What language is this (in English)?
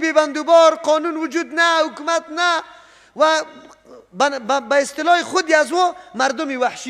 Persian